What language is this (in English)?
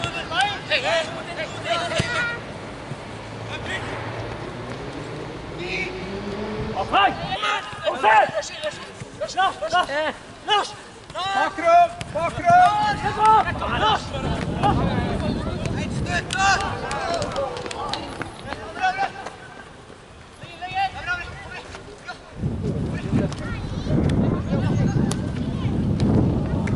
Norwegian